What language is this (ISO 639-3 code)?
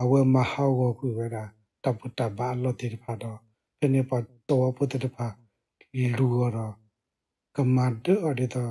ksw